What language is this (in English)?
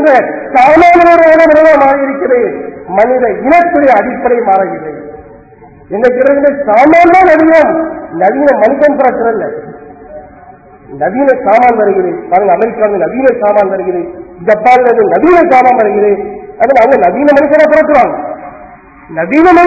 Tamil